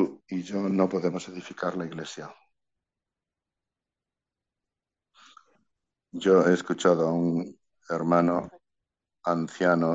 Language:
Spanish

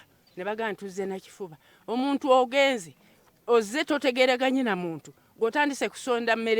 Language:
Ganda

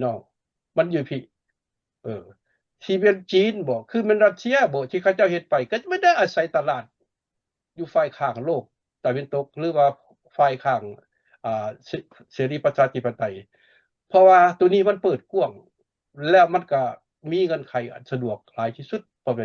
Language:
Lao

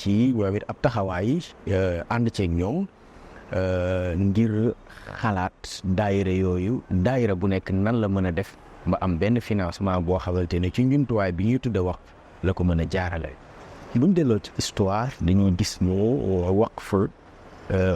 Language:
Wolof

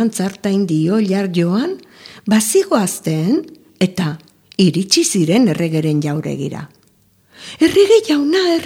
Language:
Basque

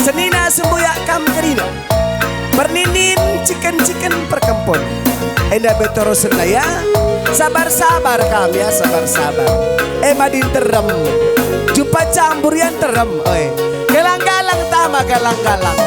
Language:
Batak Karo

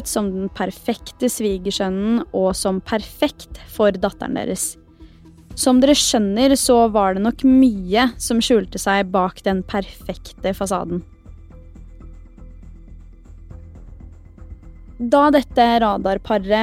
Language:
Norwegian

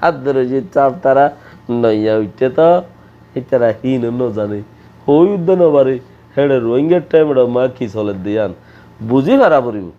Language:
Rohingya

